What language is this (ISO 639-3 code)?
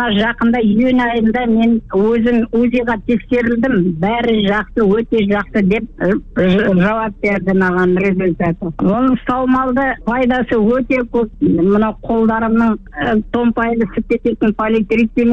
kaz